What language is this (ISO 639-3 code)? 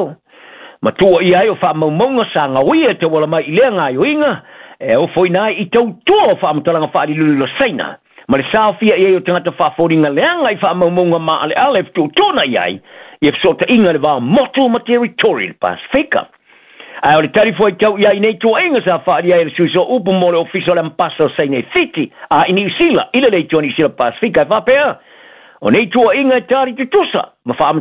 smo